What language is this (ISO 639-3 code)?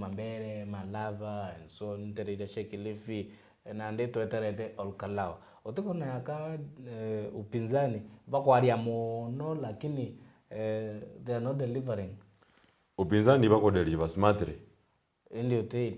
mer